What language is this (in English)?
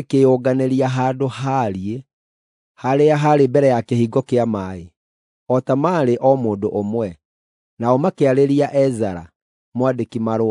Kikuyu